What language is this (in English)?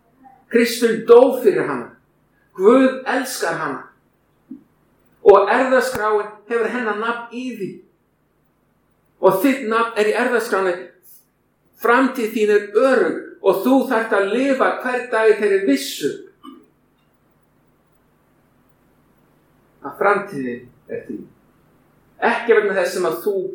Icelandic